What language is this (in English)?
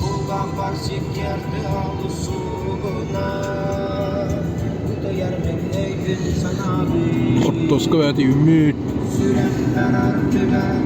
Yakut